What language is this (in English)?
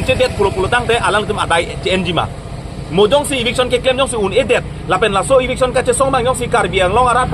Karbi